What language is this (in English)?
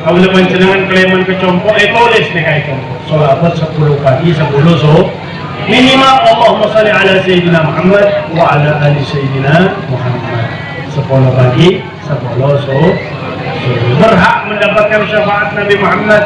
Madurese